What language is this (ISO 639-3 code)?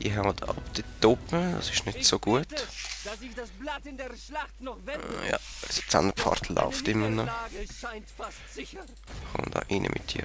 gsw